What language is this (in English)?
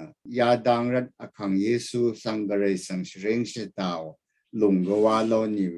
Rawang